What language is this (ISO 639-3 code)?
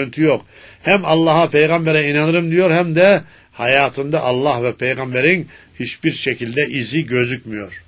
tur